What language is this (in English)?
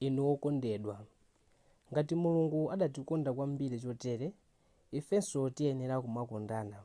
Nyanja